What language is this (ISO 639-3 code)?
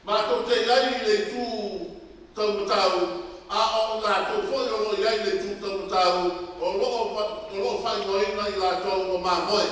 smo